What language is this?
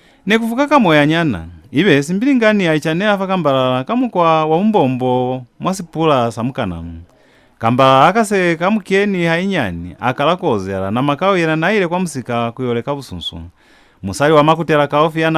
Lozi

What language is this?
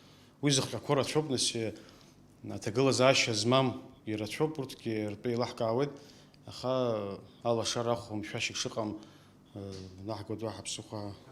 Abkhazian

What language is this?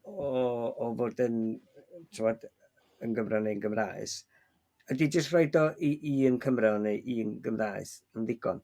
Welsh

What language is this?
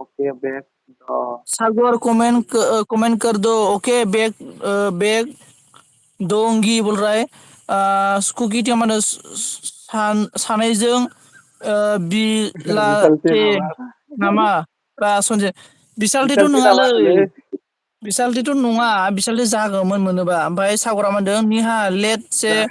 Bodo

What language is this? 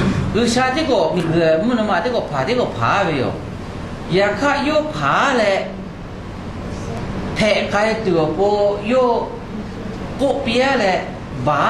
Lahu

